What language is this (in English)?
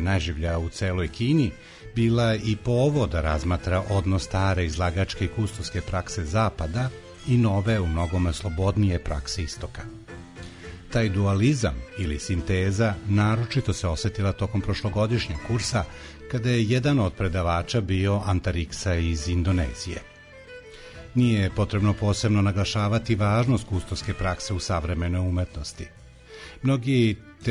Serbian